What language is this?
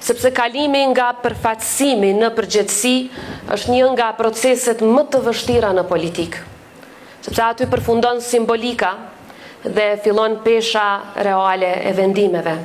Albanian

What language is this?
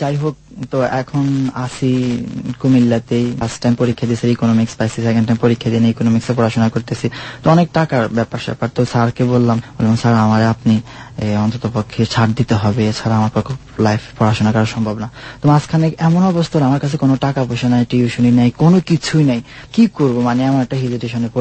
Bangla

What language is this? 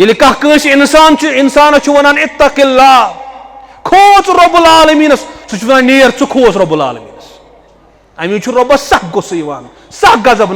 Kashmiri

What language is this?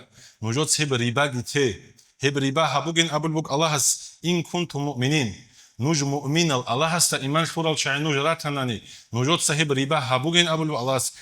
Avaric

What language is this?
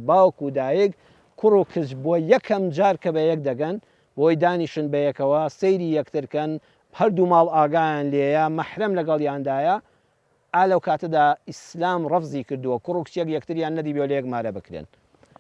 Central Kurdish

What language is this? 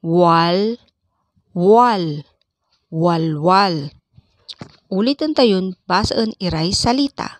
Pangasinan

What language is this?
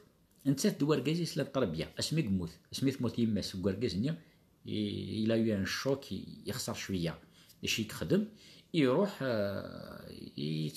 Kabyle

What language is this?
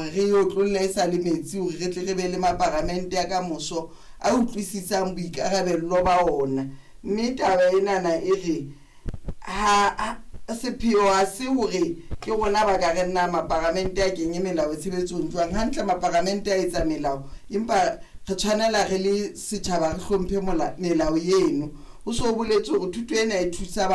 Southern Sotho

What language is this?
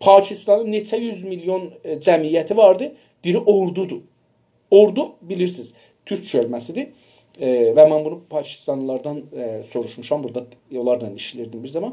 South Azerbaijani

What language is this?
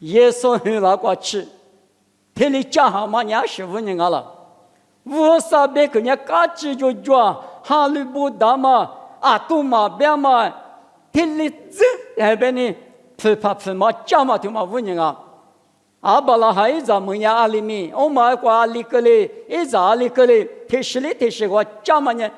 Lisu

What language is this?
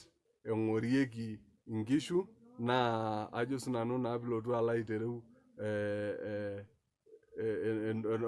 Masai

